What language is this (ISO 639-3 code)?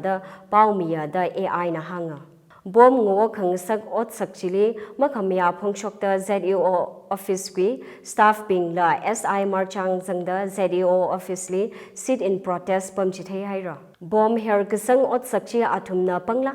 nmf